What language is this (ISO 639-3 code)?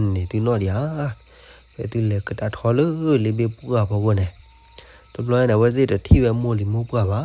ksw